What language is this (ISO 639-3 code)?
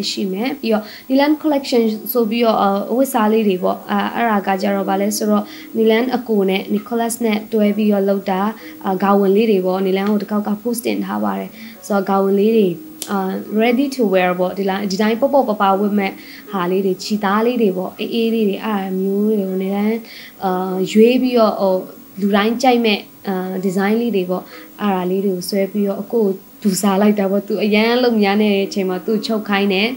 mya